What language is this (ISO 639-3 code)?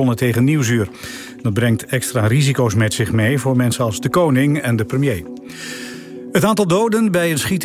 nld